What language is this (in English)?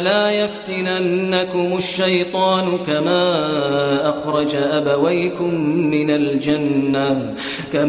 Kashmiri